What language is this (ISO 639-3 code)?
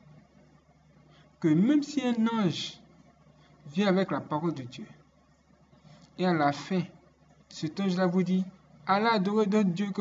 fra